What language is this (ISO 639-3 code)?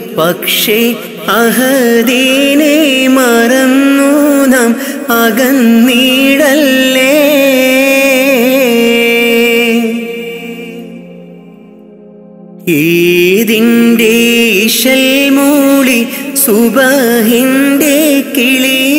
mal